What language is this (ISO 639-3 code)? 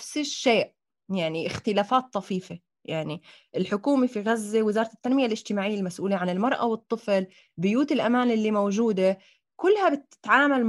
apc